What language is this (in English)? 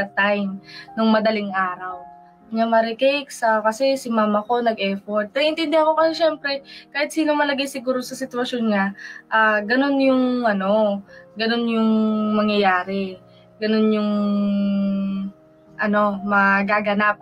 Filipino